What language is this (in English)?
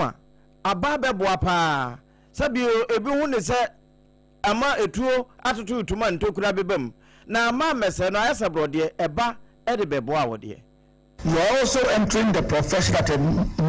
Akan